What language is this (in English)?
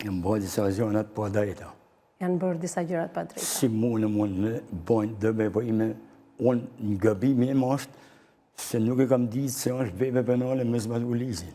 Albanian